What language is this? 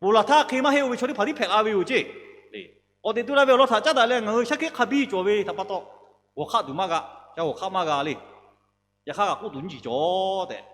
Lahu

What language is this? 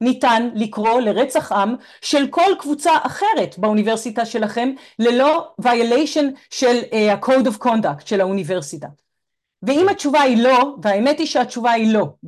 Hebrew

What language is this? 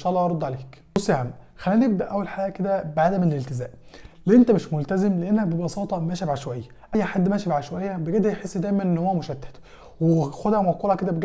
Egyptian Arabic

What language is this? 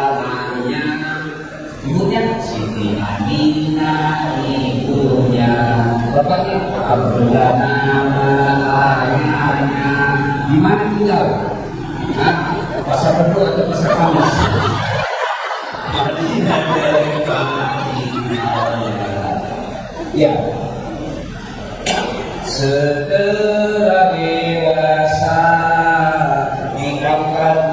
Indonesian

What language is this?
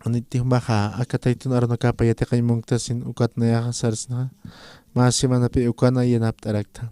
Aymara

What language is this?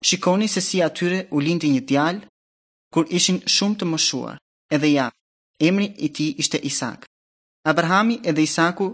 Albanian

